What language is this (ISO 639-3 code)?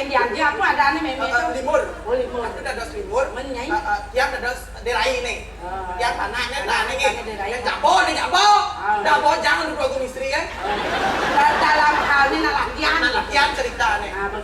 ban